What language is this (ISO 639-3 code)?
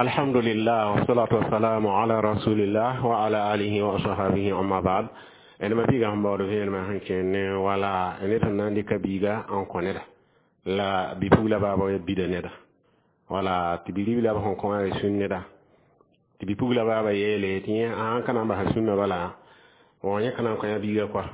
mos